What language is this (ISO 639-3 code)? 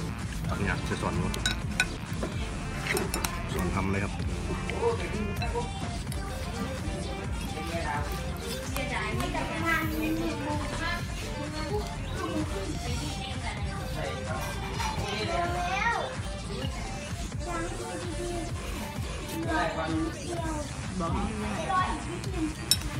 tha